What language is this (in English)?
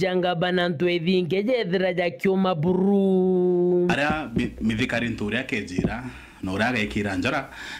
Meru